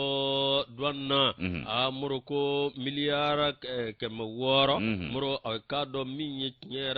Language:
Bambara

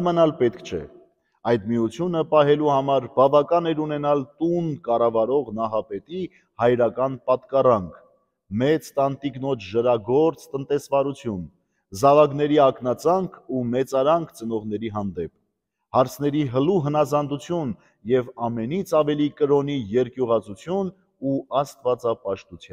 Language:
Armenian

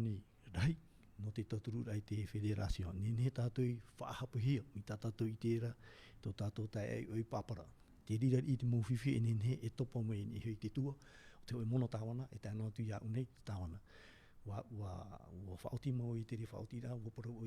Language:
Tahitian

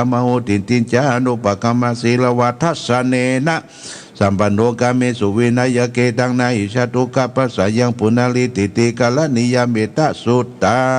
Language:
Pali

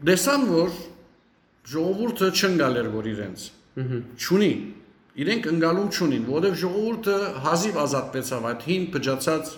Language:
Western Armenian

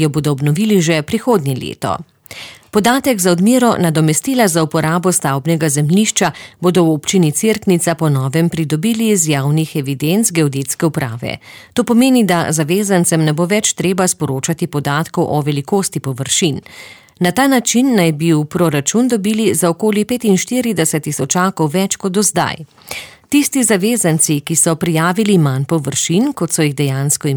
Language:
Slovenian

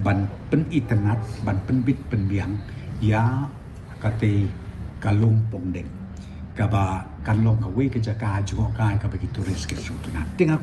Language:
Khasi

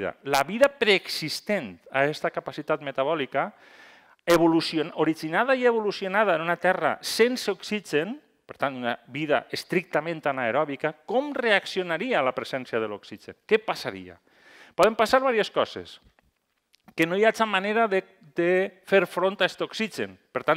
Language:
Catalan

